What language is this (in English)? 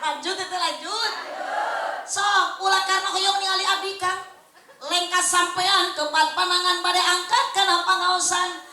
Sundanese